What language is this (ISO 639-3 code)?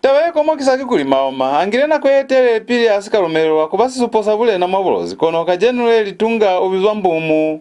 loz